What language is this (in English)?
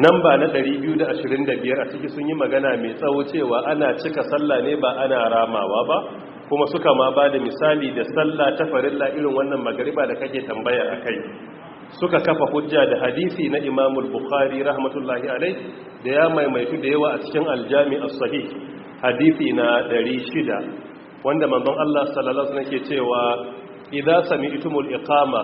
Hausa